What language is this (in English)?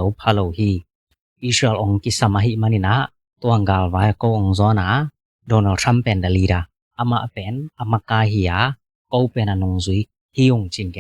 Tedim Chin